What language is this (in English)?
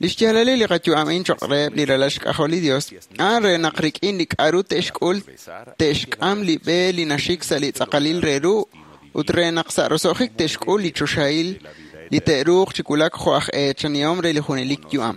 Kekchí